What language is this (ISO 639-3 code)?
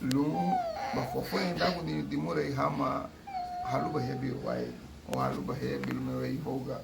cab